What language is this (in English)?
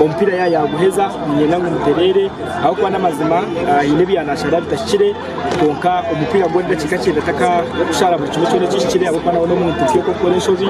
Nyankole